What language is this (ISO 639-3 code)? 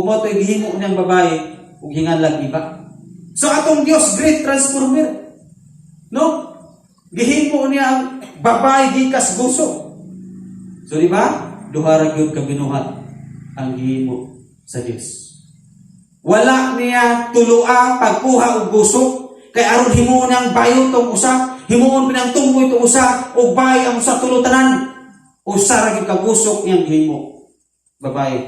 ceb